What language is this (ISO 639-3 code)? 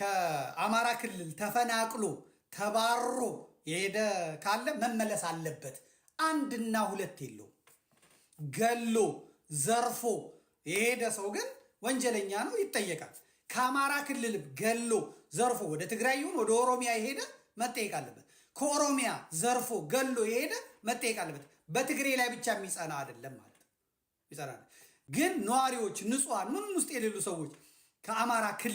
amh